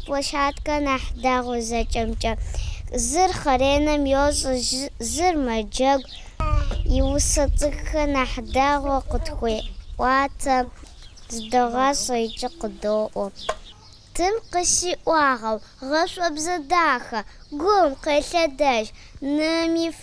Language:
Kabardian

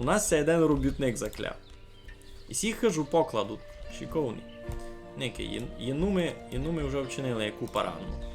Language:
Rusyn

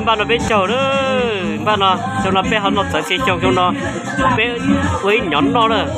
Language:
Hmong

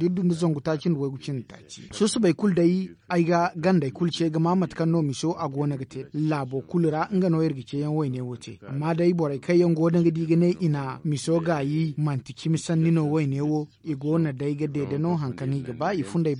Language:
Zarma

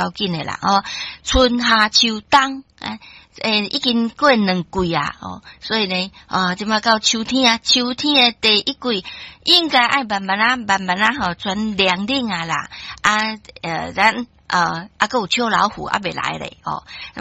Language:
Min Nan Chinese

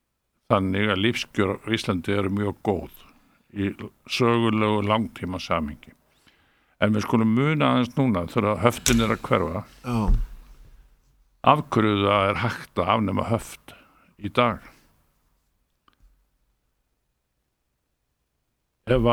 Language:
Icelandic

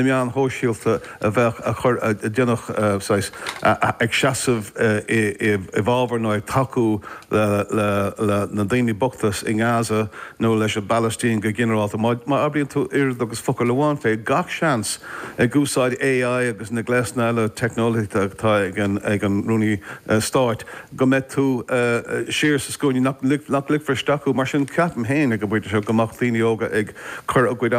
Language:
Irish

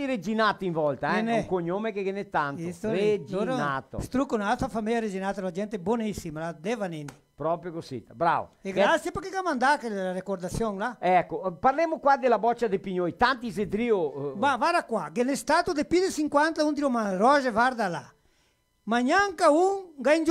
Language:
Venetian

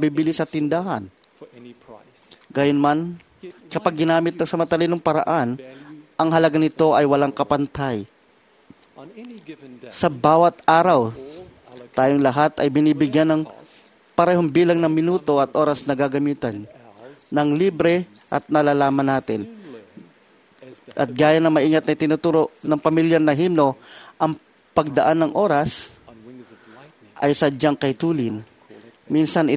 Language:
Filipino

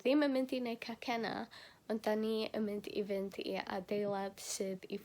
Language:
Welsh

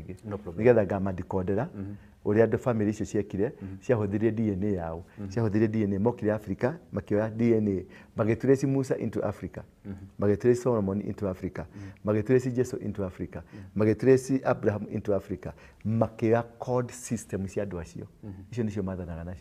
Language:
Kikuyu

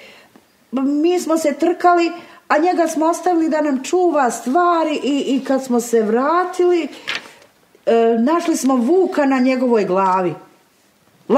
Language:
Bosnian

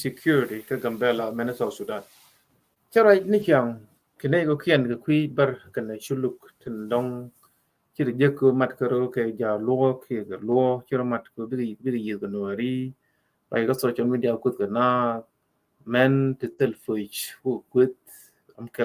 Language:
Nuer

